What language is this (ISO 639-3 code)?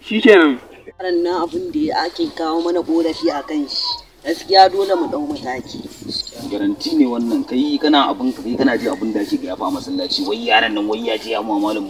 hau